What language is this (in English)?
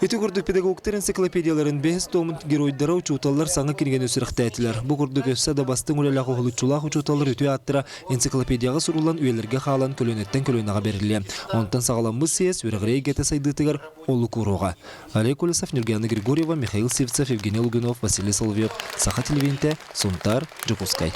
Yakut